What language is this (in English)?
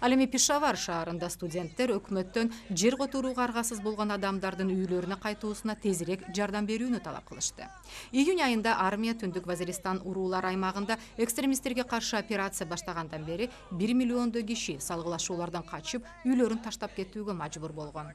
Kyrgyz